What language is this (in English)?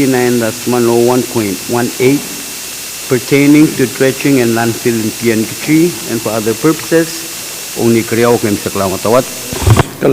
Pohnpeian